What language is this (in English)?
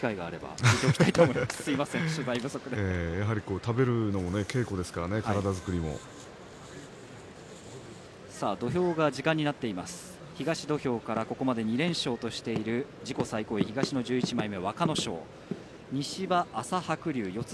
Japanese